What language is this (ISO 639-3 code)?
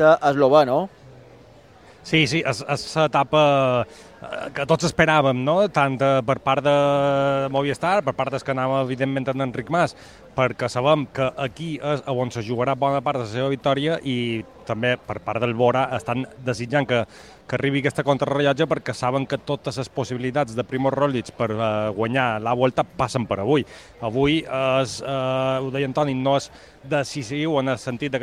cat